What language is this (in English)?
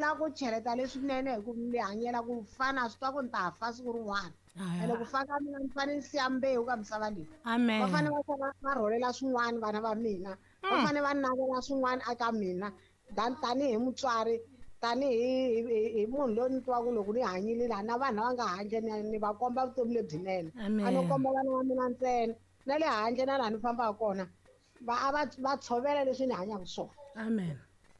Tsonga